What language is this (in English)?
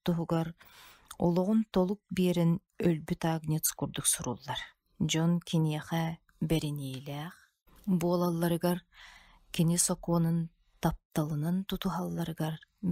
Yakut